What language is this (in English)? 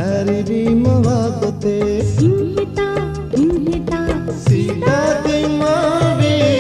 Divehi